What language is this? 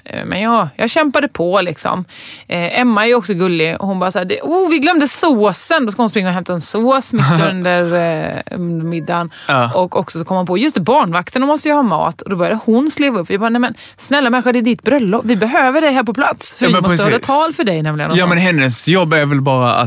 Swedish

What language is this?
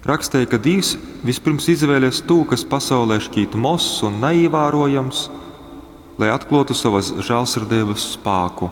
Latgalian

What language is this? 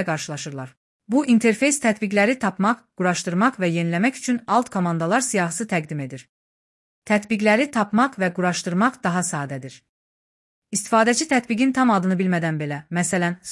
Azerbaijani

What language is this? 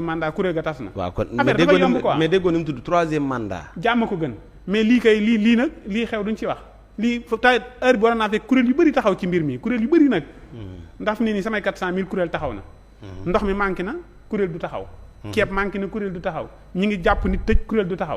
Wolof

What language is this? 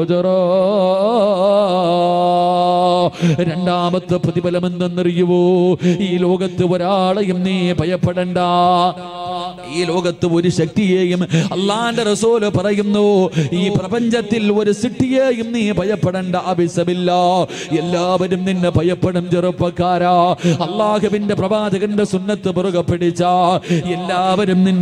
Malayalam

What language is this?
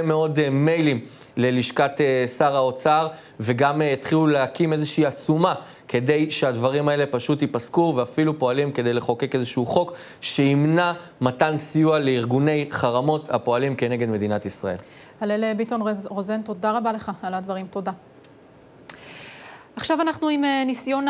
Hebrew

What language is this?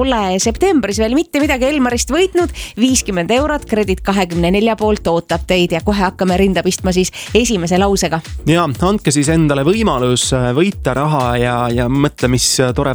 Estonian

